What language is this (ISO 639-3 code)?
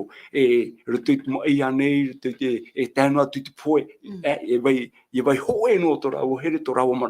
tah